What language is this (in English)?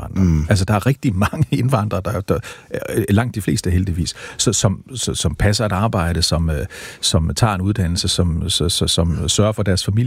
Danish